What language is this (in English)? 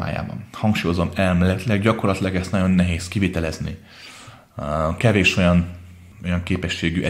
Hungarian